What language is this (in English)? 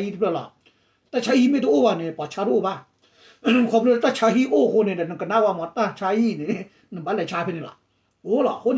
S'gaw Karen